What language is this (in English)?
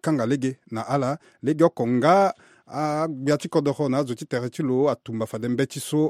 Sango